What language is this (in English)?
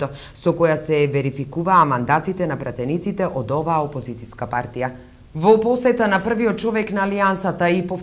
Macedonian